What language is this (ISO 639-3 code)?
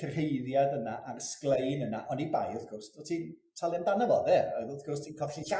cym